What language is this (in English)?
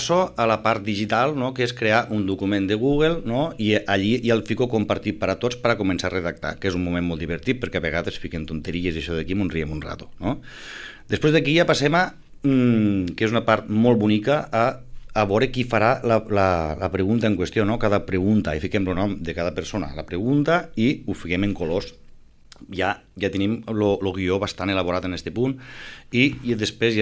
Catalan